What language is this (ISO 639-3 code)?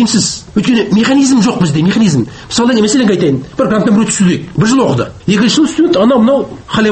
kaz